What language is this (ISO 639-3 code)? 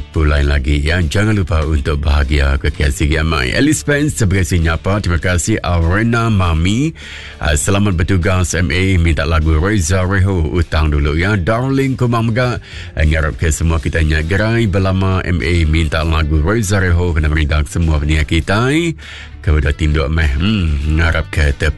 iba